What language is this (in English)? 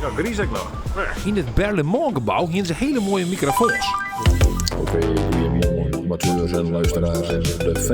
Western Frisian